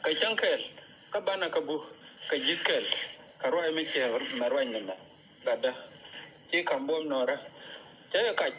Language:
Nuer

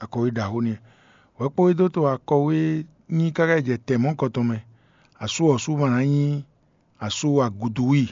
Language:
Fon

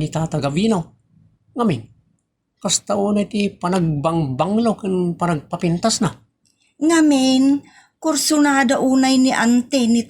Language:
Iloko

